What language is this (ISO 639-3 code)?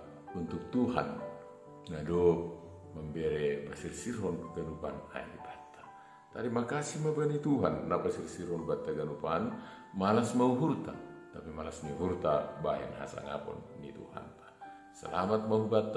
bts